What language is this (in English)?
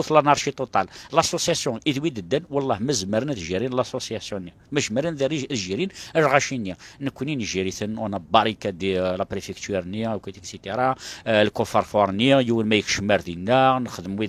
Kabyle